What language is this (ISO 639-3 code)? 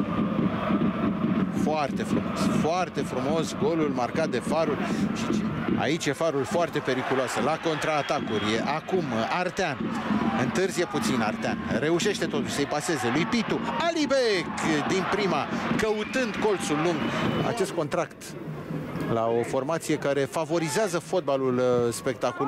ron